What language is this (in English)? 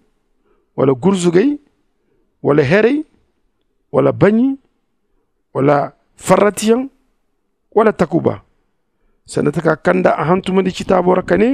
Zarma